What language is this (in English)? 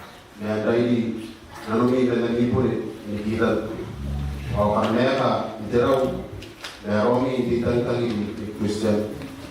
Gilbertese